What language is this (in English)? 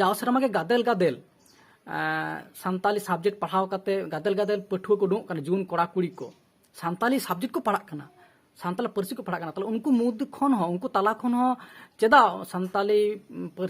Santali